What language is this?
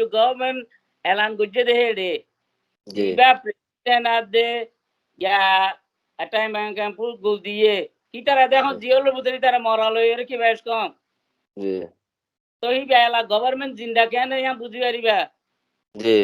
Rohingya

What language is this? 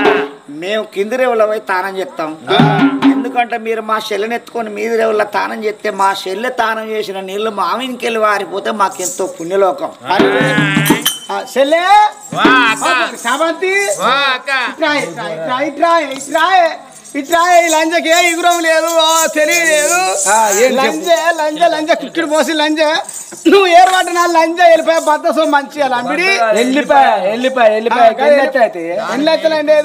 Telugu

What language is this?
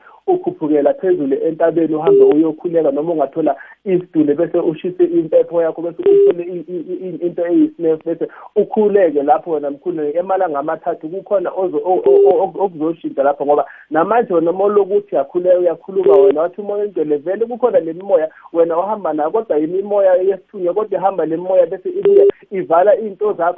South Ndebele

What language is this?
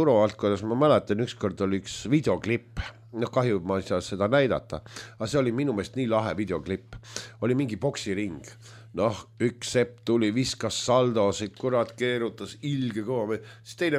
Estonian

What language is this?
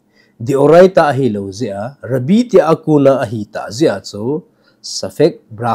Thado Chin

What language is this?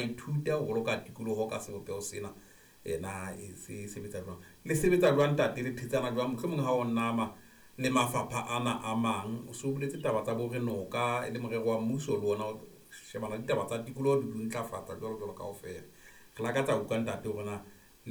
Southern Sotho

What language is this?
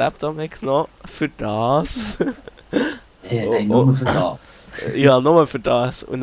Swiss German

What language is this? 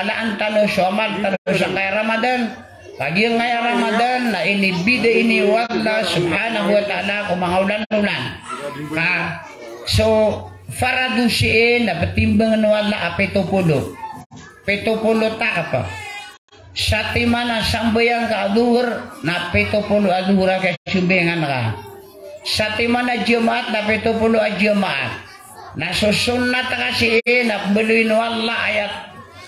Maranao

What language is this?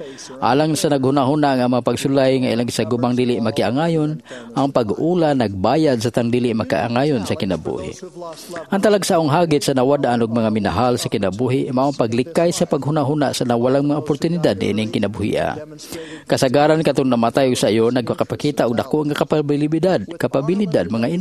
Cebuano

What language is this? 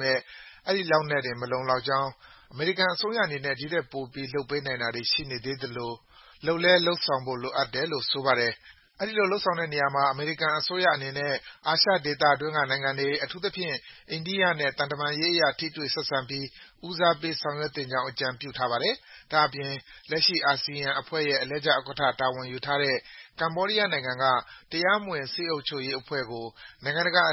Burmese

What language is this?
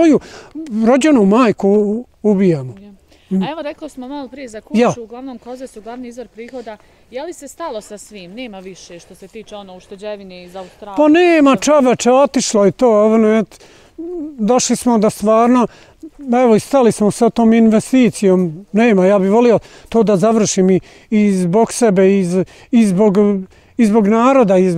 Bosnian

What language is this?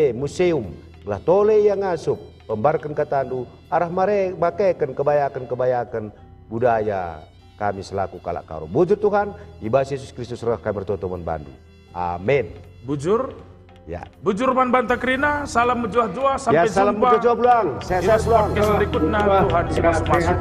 Batak Karo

